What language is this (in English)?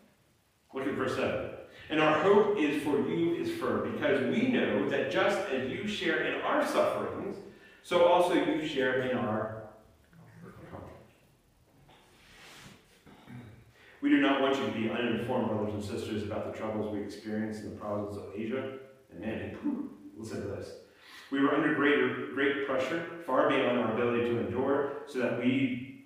English